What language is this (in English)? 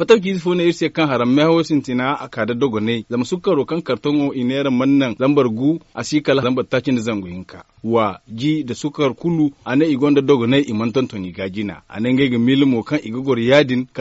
Zarma